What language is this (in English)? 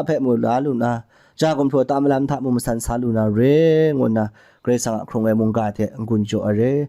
Kachin